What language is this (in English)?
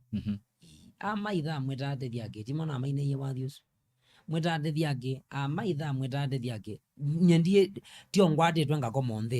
Kamba